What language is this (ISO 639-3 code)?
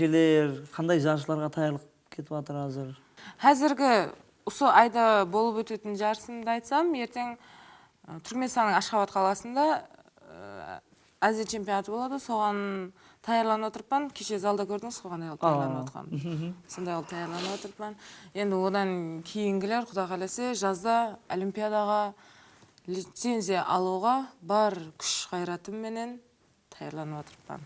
kaa